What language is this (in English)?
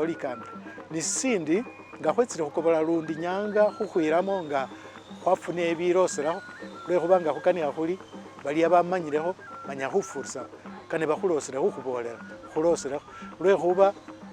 Masaaba